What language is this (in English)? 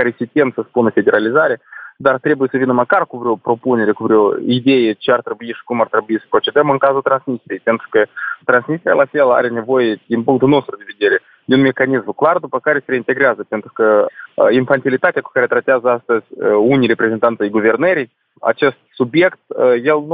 Romanian